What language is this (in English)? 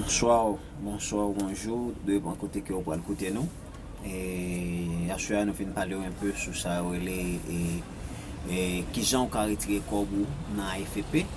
Haitian Creole